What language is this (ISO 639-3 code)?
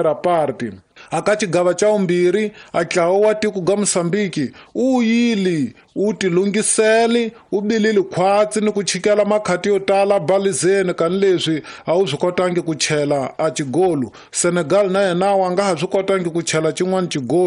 tso